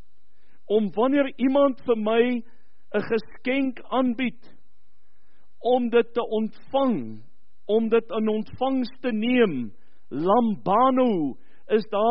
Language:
Afrikaans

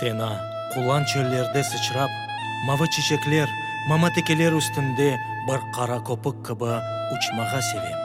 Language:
Crimean Tatar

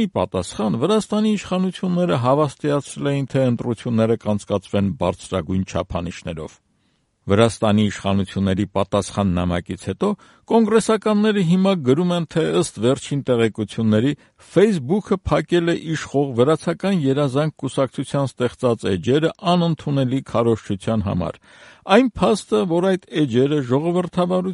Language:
Armenian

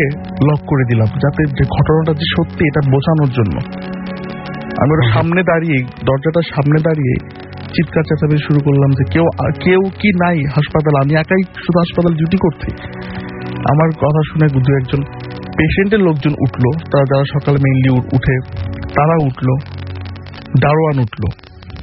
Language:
Bangla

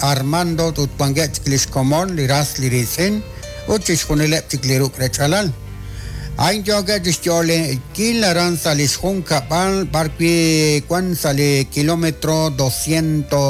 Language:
Kekchí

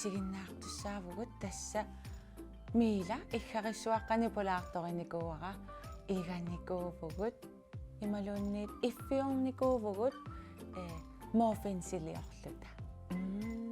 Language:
Kalaallisut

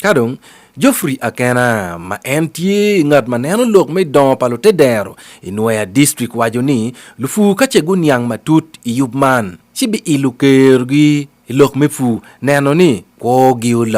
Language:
Acoli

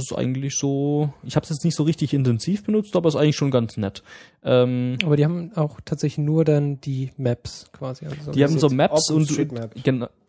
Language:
German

